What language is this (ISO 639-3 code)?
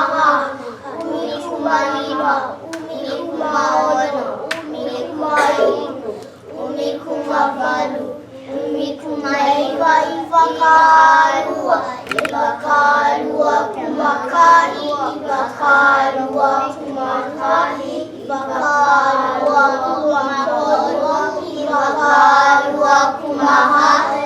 haw